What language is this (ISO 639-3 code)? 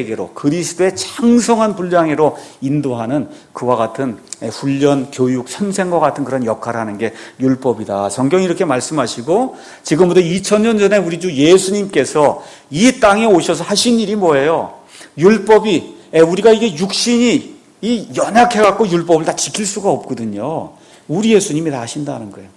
kor